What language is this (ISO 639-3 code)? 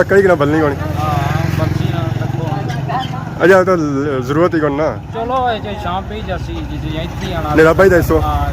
phr